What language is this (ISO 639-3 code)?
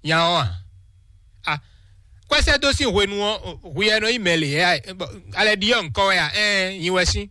fon